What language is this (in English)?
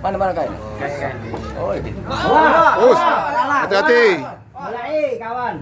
Musi